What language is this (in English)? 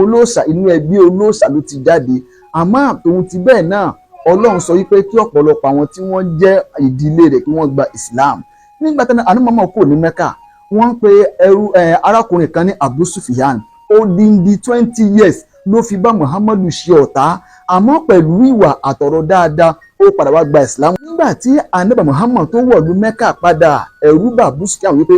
Yoruba